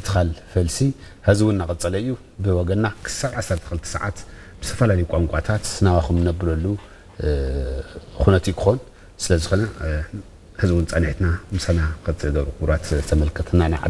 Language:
Tigrinya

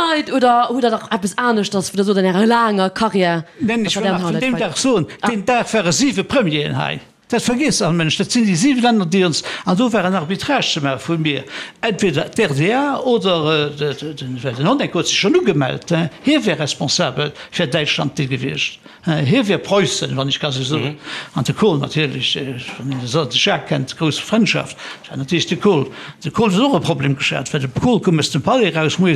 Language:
Luxembourgish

